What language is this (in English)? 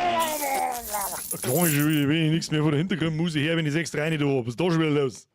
Bavarian